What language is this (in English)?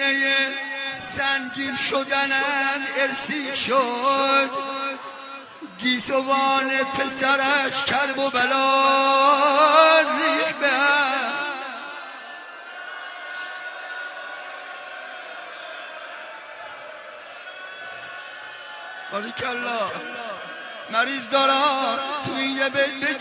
Persian